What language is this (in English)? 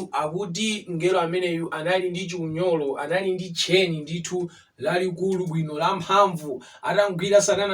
Nyanja